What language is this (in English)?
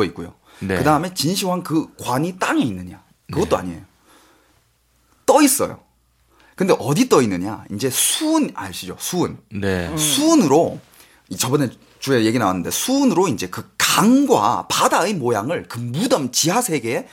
Korean